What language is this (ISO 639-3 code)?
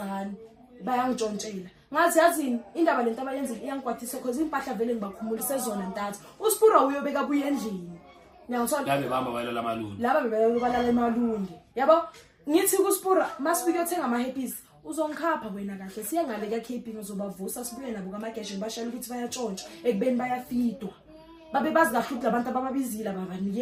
zul